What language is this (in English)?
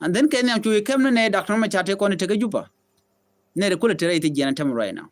Nuer